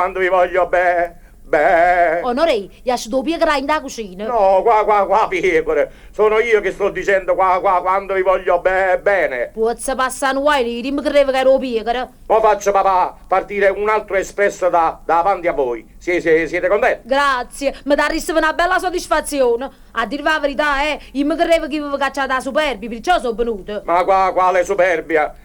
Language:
Neapolitan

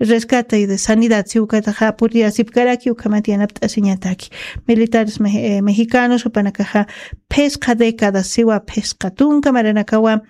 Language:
Aymara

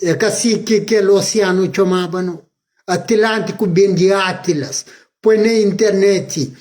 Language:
Kabuverdianu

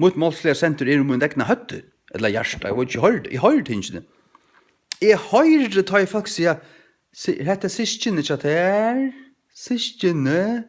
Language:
Faroese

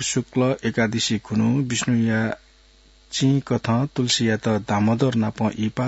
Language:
Newari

